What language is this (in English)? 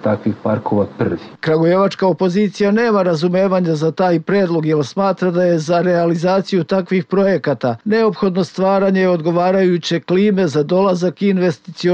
Serbian